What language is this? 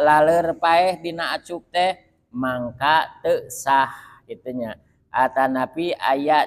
Sundanese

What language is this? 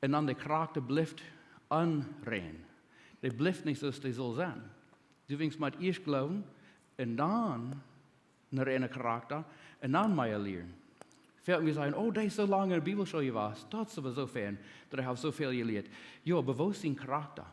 Plautdietsch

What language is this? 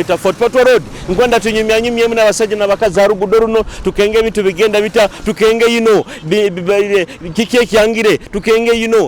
Tooro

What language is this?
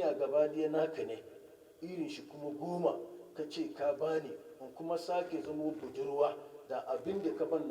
Hausa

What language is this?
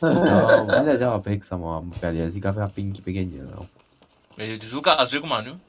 Morisyen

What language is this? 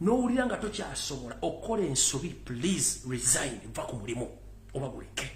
Ganda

